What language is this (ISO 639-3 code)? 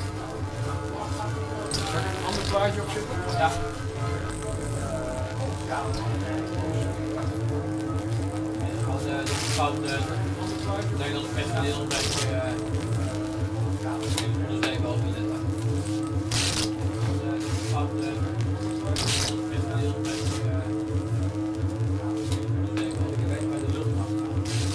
nld